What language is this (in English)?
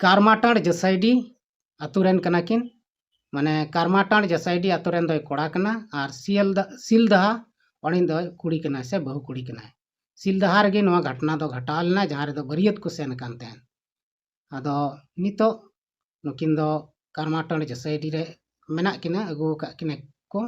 Santali